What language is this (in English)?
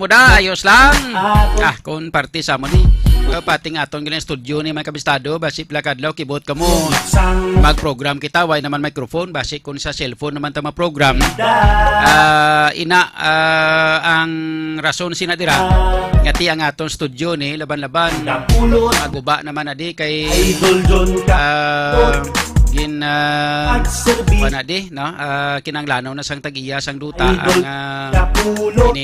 Hiligaynon